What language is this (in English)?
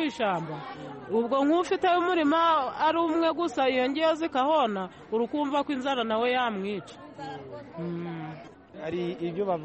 Kinyarwanda